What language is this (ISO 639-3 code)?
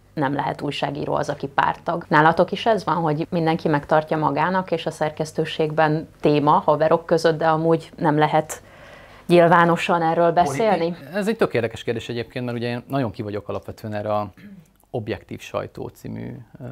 hun